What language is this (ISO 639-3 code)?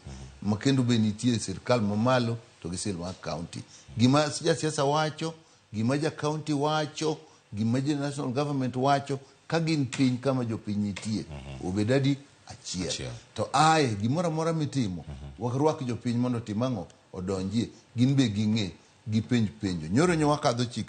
luo